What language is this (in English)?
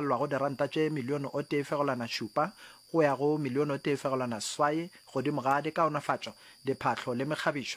Northern Sotho